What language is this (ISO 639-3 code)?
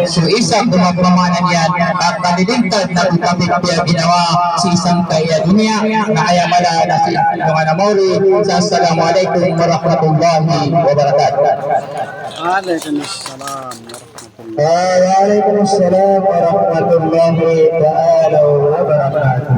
mrw